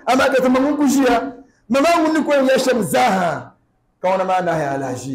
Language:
Dagbani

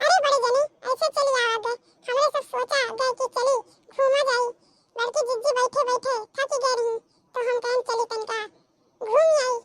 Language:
Awadhi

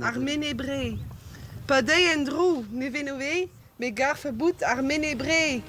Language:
Breton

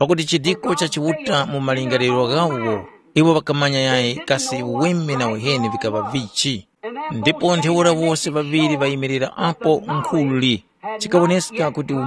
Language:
Tumbuka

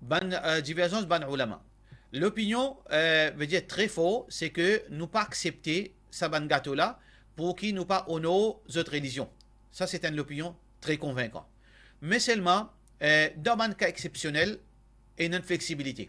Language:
Morisyen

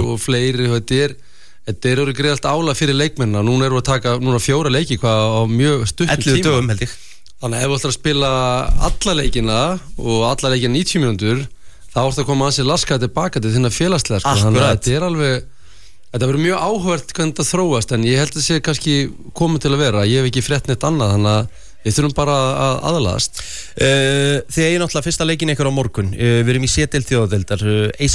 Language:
Icelandic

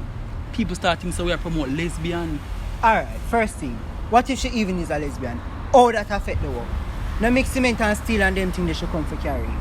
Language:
Jamaican Creole English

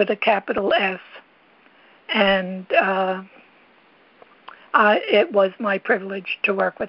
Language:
English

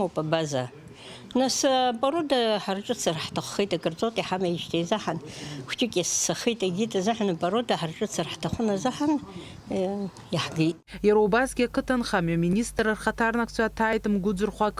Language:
Abkhazian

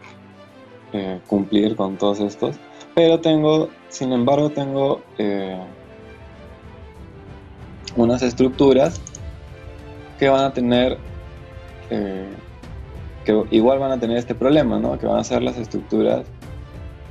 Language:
Spanish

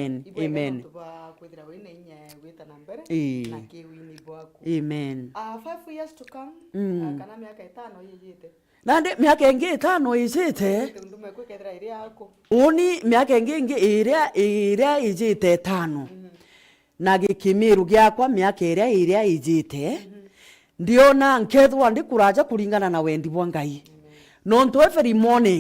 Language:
Meru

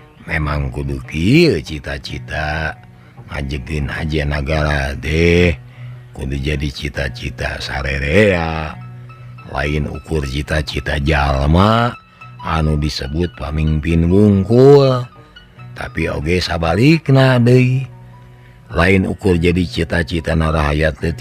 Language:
Sundanese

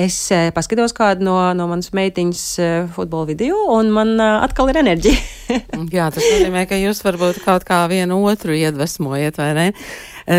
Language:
Latvian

